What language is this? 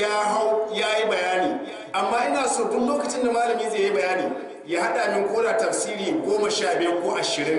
Hausa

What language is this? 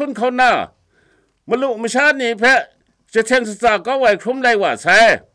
Kachin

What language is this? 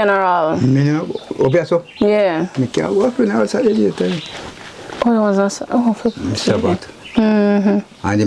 Jamaican Creole English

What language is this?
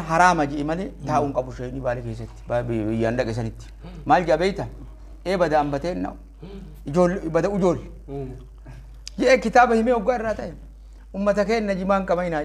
Oromo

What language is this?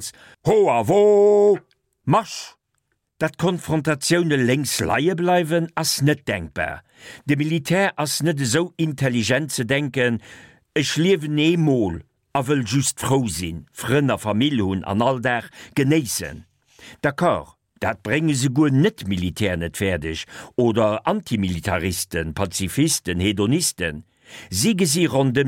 Luxembourgish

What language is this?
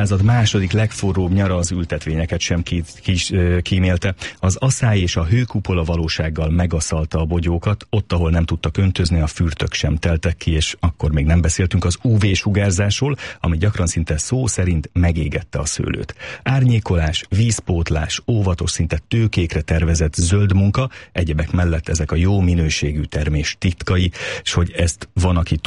Hungarian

